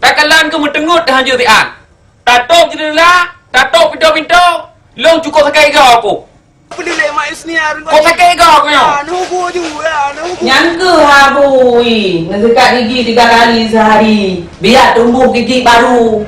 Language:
Achinese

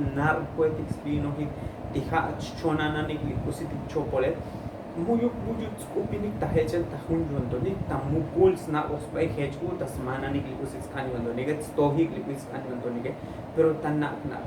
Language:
Tzotzil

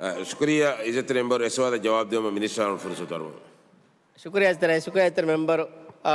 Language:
Divehi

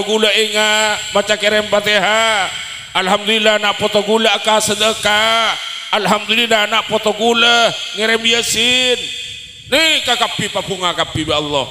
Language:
Madurese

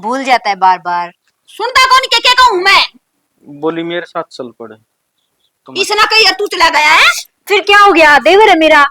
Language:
Haryanvi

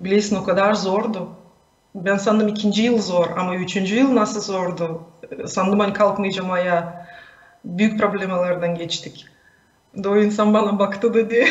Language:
Gagauz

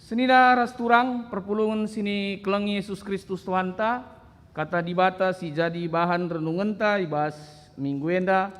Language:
Batak Karo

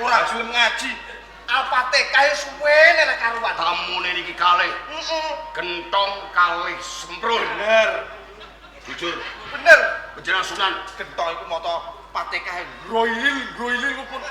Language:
Javanese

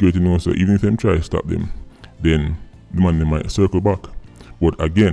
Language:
Jamaican Creole English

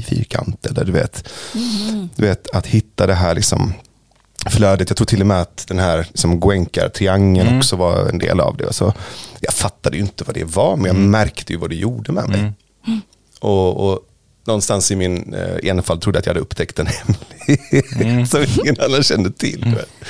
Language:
Swedish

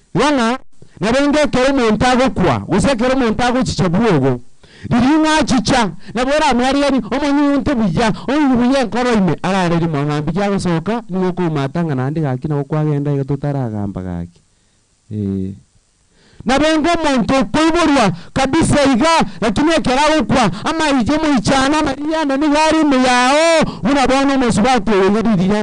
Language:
Gusii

